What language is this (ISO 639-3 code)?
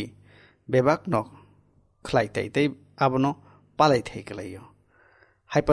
trp